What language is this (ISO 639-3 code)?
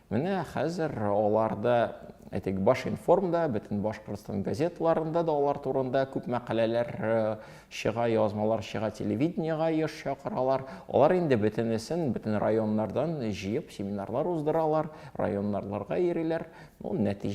tat